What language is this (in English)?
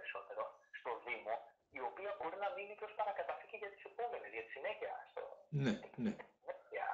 Greek